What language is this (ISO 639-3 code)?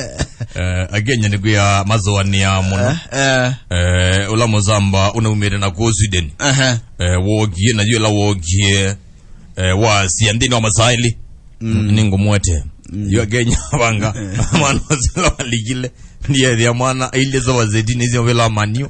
kam